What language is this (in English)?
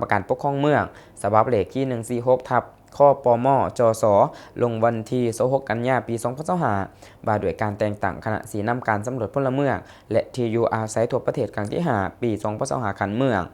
Lao